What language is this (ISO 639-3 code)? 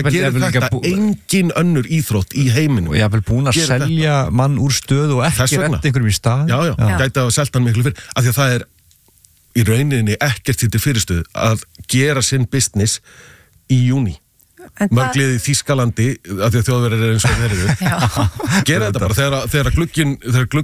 isl